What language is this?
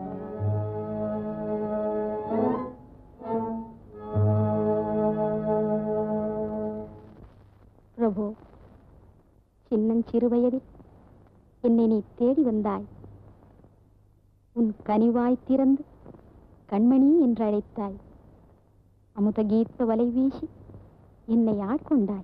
Tamil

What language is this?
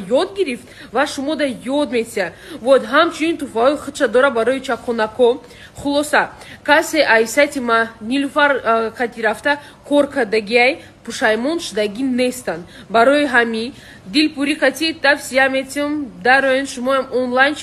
Tajik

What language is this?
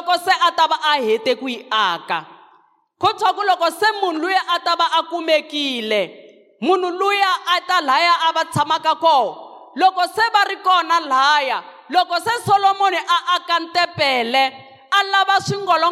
Tsonga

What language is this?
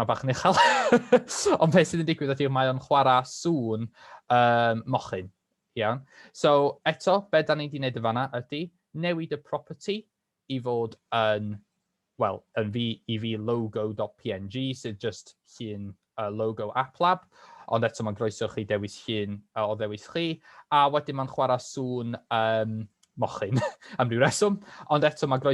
Welsh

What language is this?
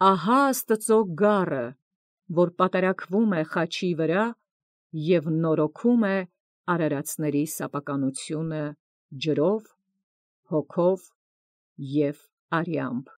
Armenian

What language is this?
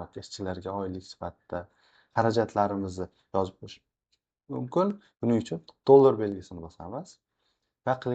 Uzbek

